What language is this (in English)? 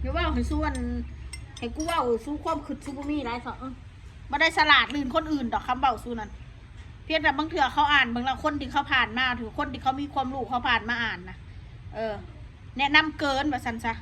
Northeastern Thai